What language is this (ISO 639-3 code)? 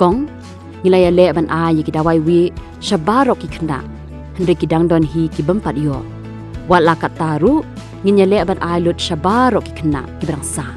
kha